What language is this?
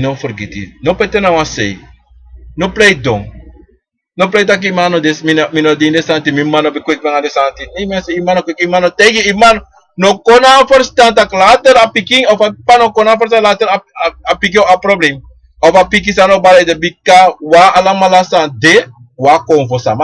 Sranan Tongo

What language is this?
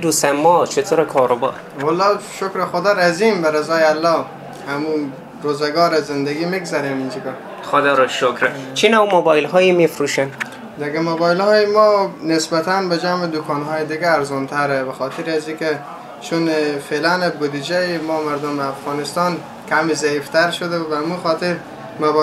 Persian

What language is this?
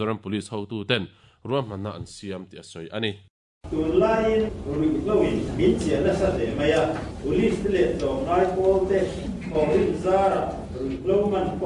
Mizo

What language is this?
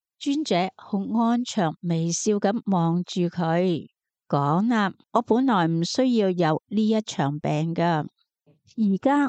Cantonese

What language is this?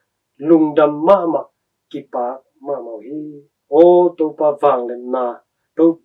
Tedim Chin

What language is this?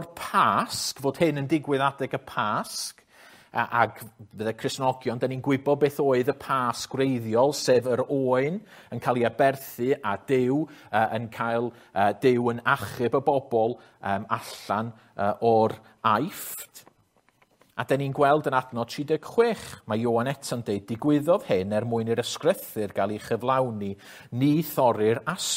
Welsh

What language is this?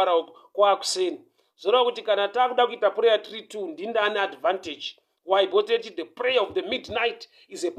Shona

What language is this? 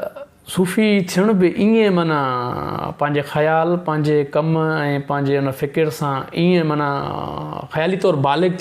Sindhi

